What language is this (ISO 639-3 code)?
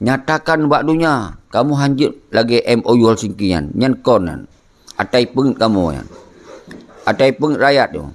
ace